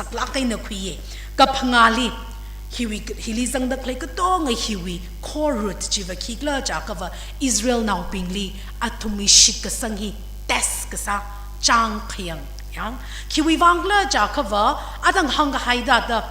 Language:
Tangkhul Naga (India)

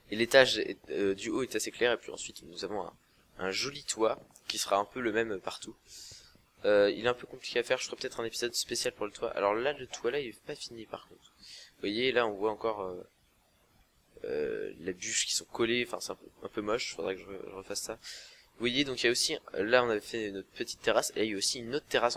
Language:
French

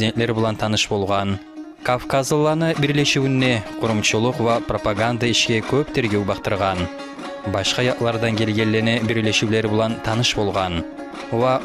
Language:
Kumyk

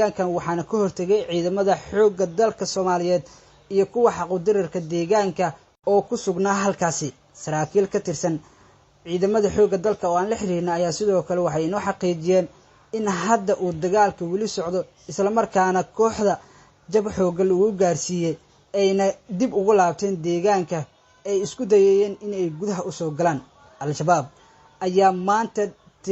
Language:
Somali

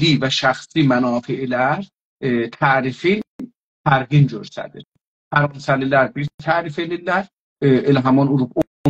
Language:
South Azerbaijani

